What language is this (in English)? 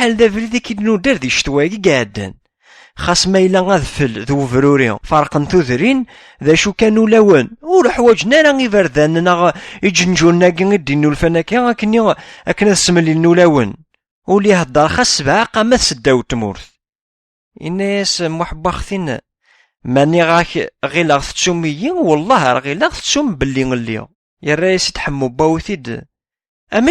Kabyle